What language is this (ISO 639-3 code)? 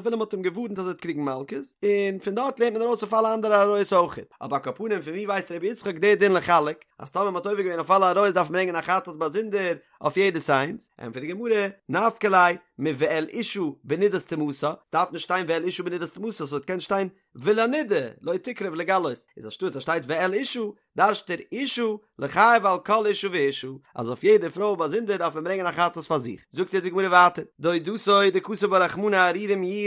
yid